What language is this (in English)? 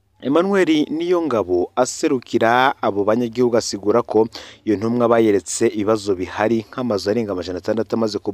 Rundi